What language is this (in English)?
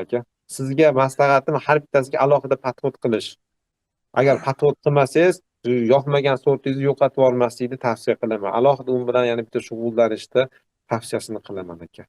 Uzbek